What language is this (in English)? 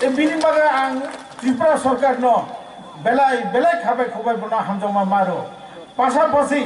Kok Borok